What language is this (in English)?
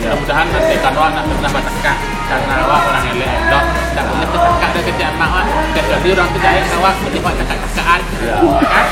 Minangkabau